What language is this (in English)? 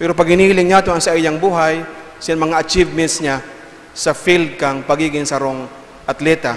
Bikol